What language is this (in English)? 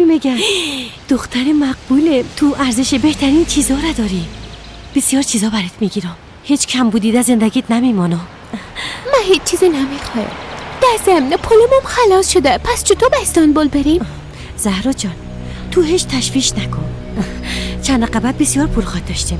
Persian